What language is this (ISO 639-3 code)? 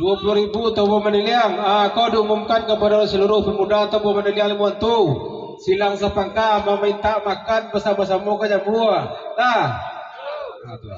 min